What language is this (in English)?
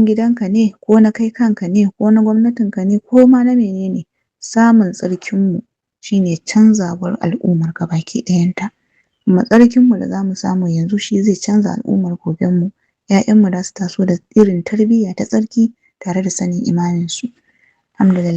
Hausa